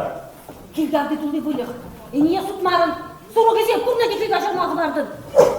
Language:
Chuvash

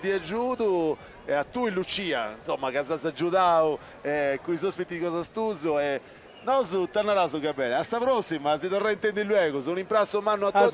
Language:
Sardinian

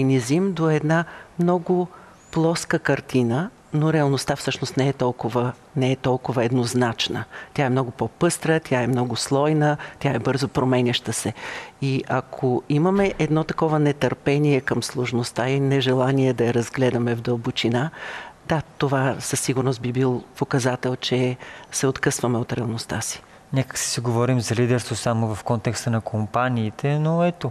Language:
Bulgarian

